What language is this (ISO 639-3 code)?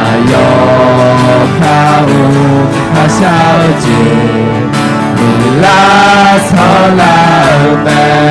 ahk